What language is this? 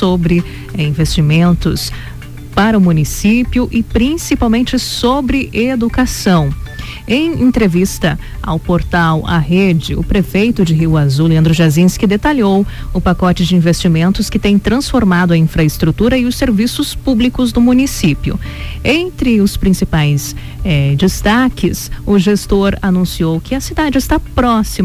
Portuguese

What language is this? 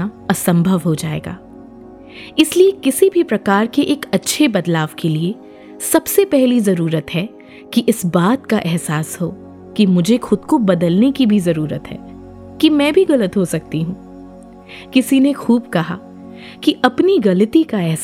Hindi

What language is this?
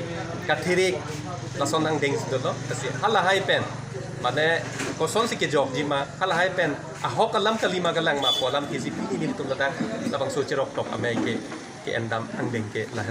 Karbi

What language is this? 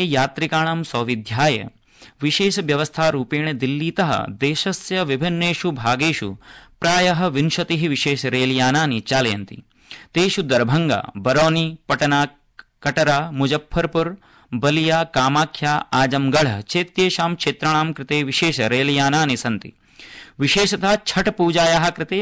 Sanskrit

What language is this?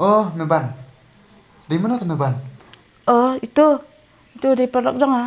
Khasi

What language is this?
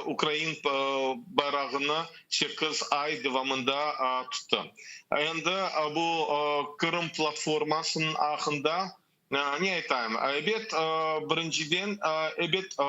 Crimean Tatar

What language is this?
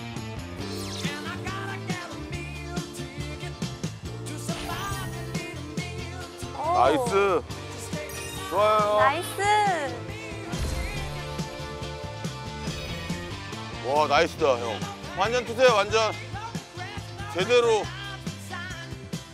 Korean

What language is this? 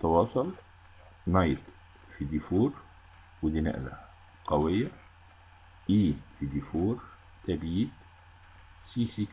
Egyptian Arabic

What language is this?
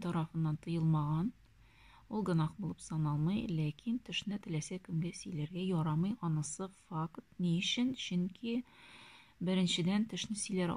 Tatar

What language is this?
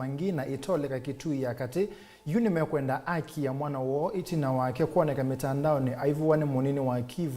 Kamba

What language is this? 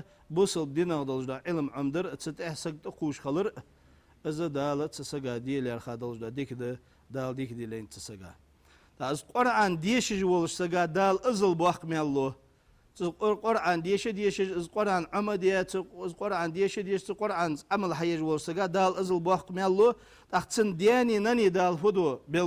Ingush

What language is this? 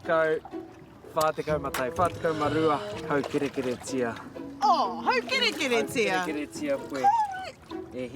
Māori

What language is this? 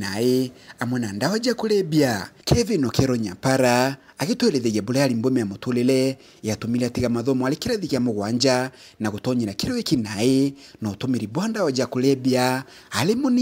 Meru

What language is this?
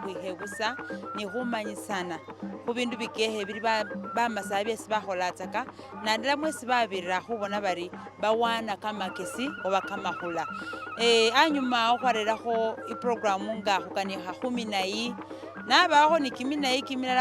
Masaaba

